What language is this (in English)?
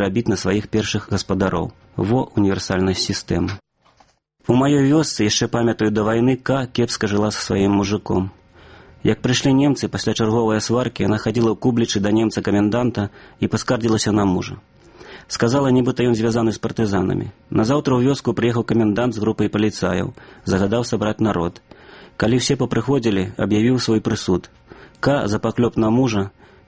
Belarusian